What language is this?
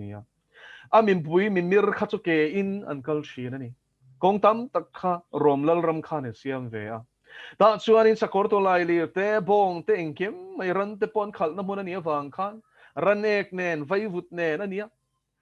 Mizo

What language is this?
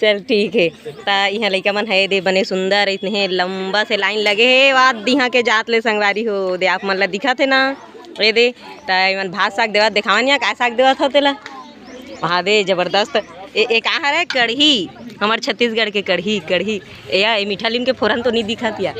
Chhattisgarhi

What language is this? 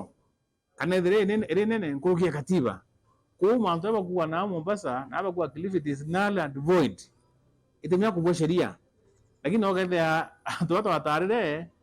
Meru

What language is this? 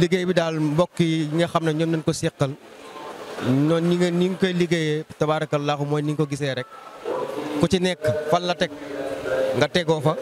Wolof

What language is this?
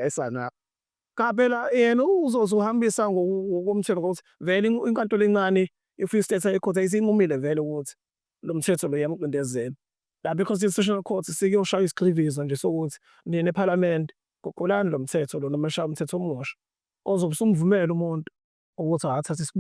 Zulu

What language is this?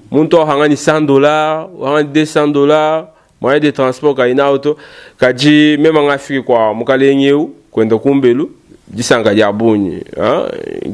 Luba-Lulua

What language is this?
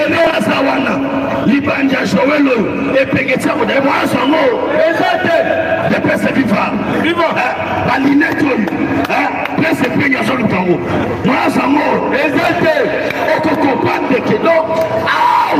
Lingala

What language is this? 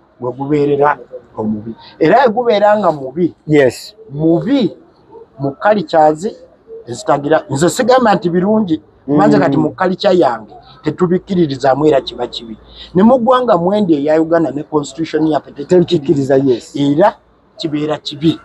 Ganda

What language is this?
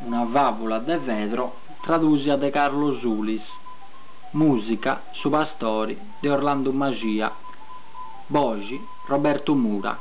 Sardinian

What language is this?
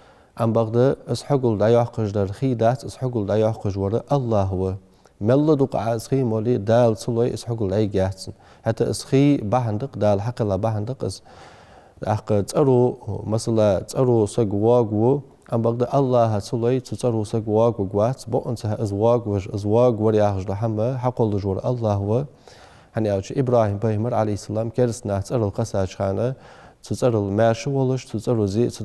Ingush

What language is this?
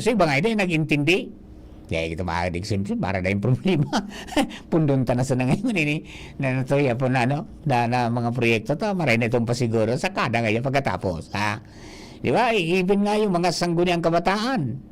Bikol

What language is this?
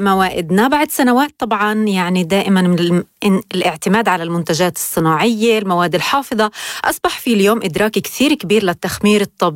North Levantine Arabic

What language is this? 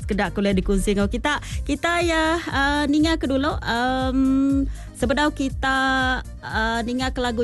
Malay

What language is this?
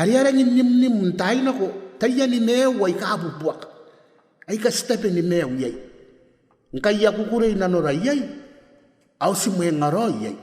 Gilbertese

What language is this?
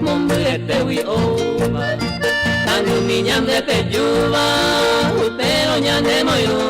Guarani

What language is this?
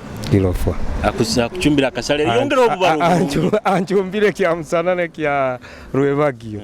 Nyoro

